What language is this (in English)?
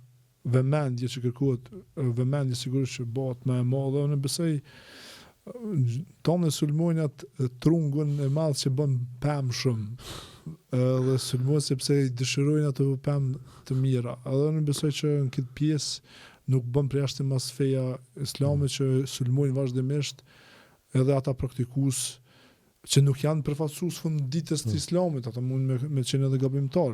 Albanian